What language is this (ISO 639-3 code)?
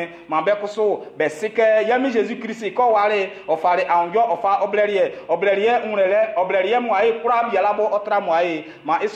bci